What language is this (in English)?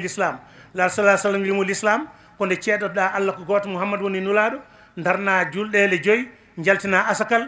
Fula